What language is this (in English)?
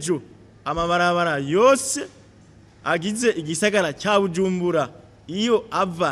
Rundi